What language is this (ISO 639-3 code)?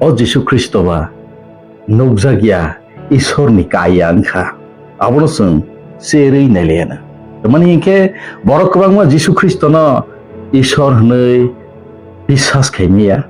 trp